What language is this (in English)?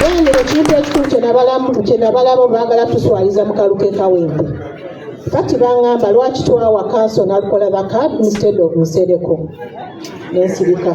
Ganda